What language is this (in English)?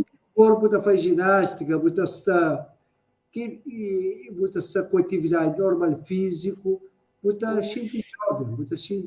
Kabuverdianu